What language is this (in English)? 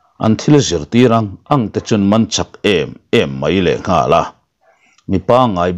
Mizo